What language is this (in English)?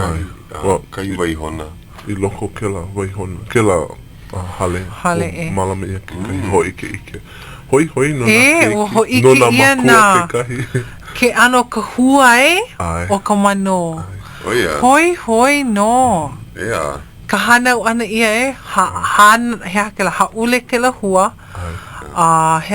Hawaiian